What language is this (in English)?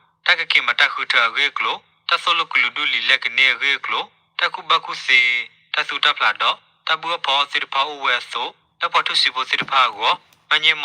S'gaw Karen